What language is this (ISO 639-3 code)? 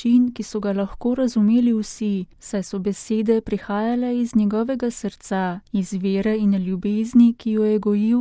slv